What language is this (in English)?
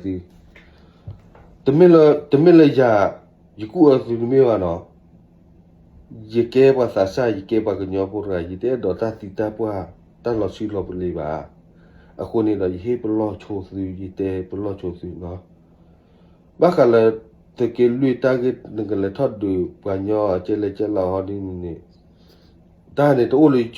S'gaw Karen